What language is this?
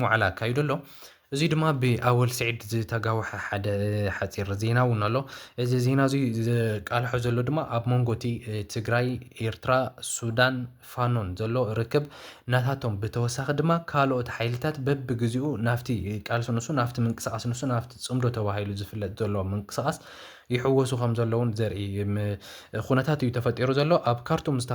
Tigrinya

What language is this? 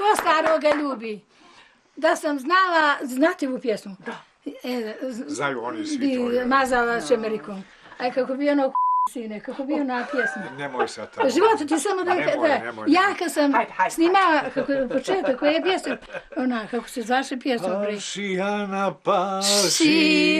Bosnian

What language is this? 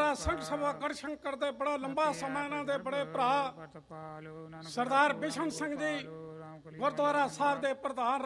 Punjabi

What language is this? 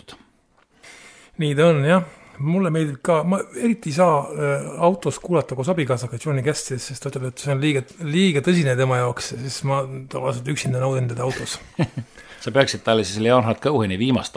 Estonian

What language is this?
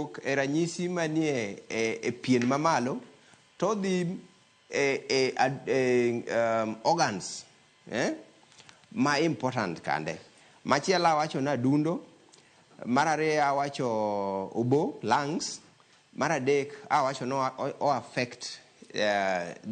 Luo (Kenya and Tanzania)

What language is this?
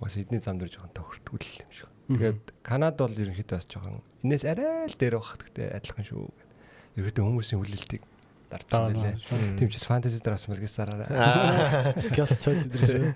Mongolian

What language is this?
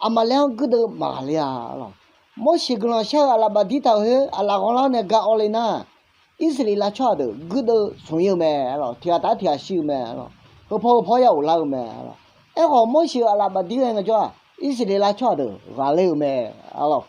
Akha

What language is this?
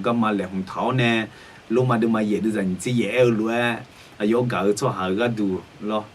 Akha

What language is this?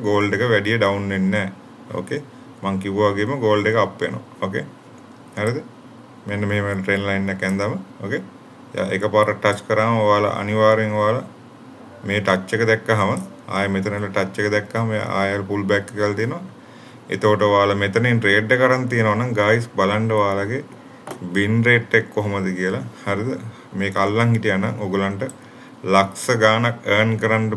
Sinhala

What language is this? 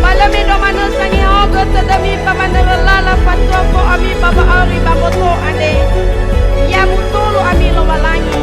Nias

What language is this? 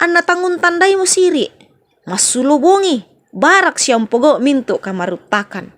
Toraja-Sa'dan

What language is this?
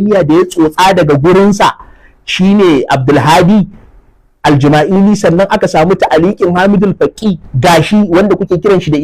Hausa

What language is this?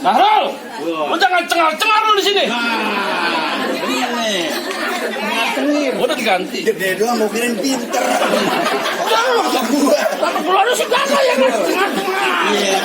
Betawi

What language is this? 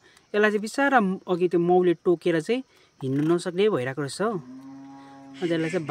Nepali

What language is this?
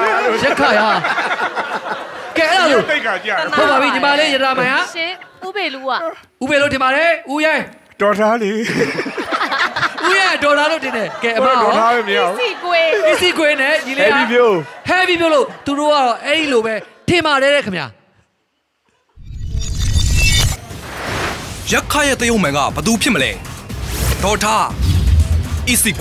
Burmese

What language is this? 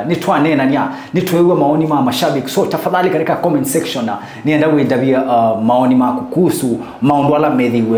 Kamba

